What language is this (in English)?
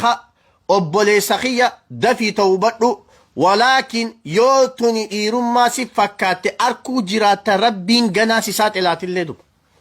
Oromo